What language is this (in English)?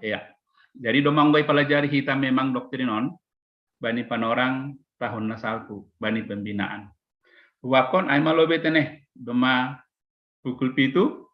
Batak Simalungun